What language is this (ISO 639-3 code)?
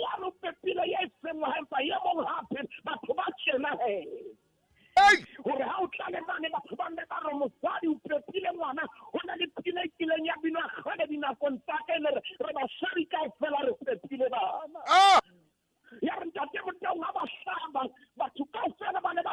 sot